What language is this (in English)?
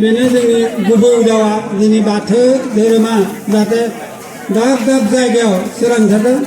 Bodo